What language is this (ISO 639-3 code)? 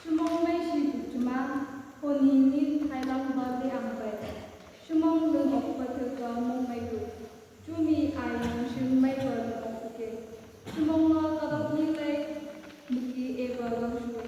nag